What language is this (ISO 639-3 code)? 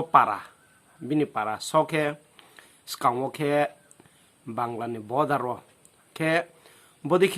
ria